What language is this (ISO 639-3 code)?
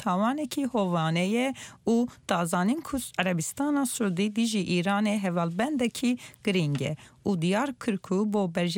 kur